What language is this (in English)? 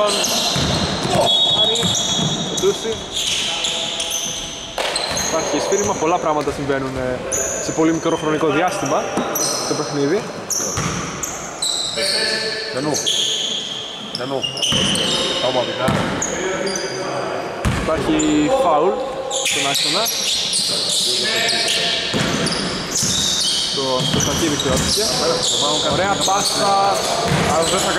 Greek